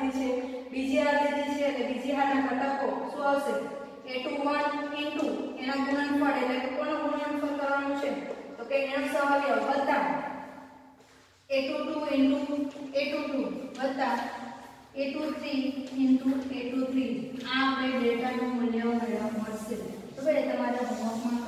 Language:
Gujarati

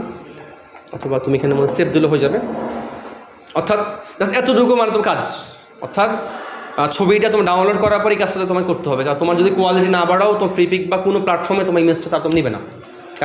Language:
Bangla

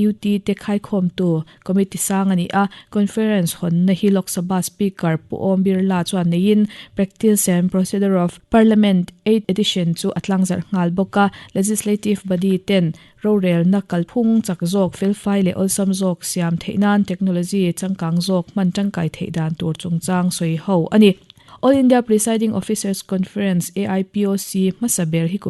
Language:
Mizo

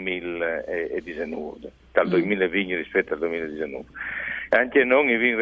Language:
Friulian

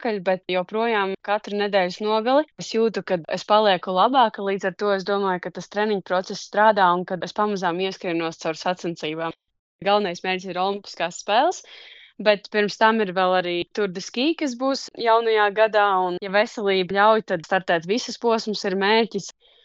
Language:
Latvian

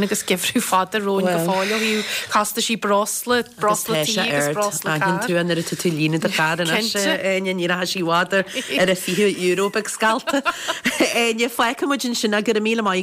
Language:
Irish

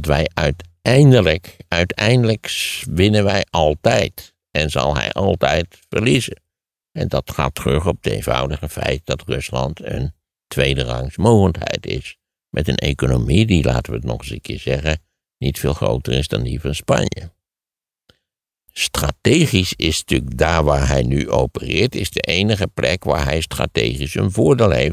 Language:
Dutch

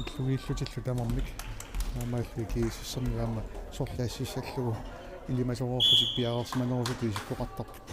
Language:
Kalaallisut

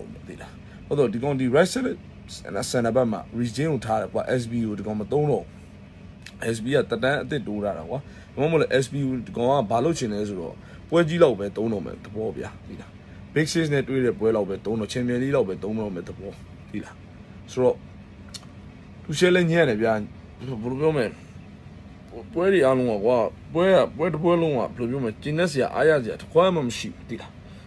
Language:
Burmese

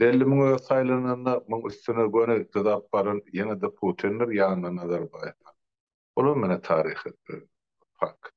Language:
Turkmen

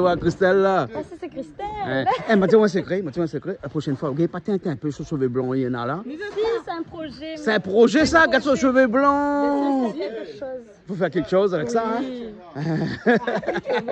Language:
Réunion Creole French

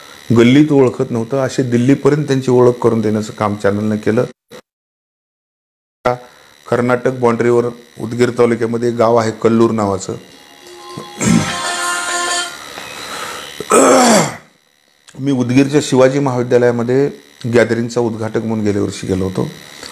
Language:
Marathi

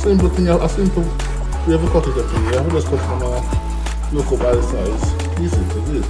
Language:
Jamaican Creole English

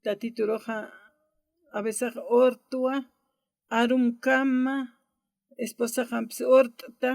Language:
Aymara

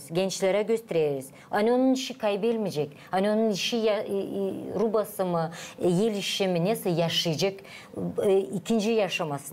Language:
Gagauz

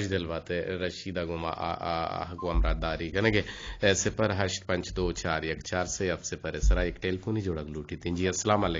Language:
Eastern Balochi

